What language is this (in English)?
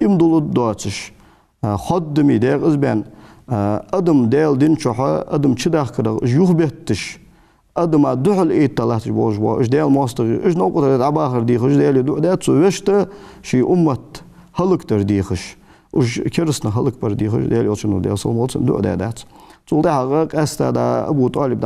Ingush